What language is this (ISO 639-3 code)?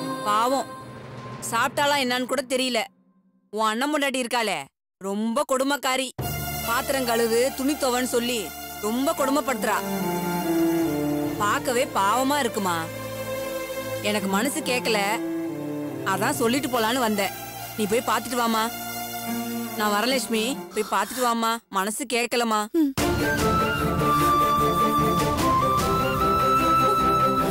tam